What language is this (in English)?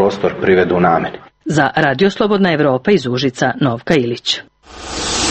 Serbian